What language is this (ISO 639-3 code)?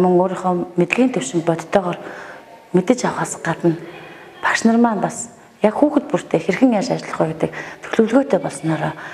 mon